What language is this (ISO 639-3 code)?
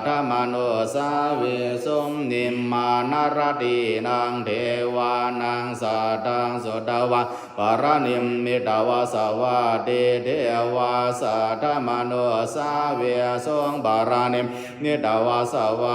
pli